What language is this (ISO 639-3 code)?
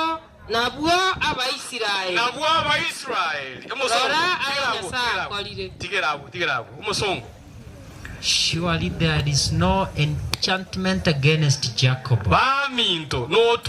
guz